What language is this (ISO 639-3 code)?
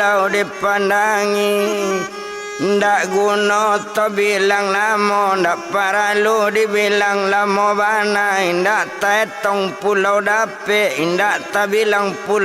min